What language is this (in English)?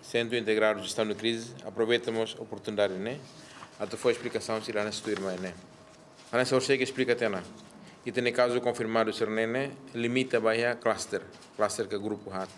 Tetum